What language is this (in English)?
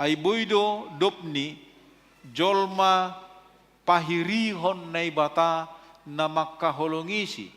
Batak Simalungun